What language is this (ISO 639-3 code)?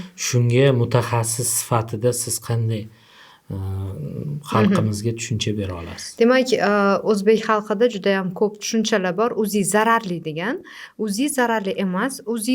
uzb